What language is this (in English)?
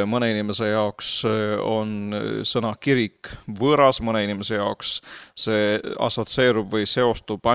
Estonian